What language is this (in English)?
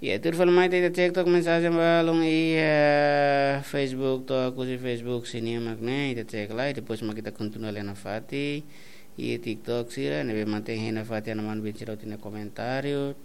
Tetum